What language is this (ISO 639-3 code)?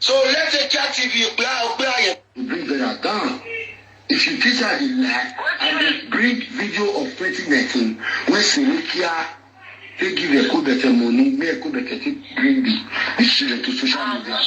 pcm